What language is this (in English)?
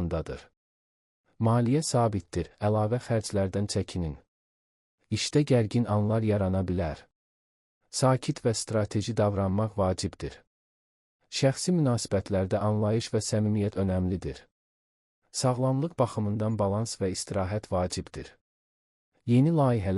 Azerbaijani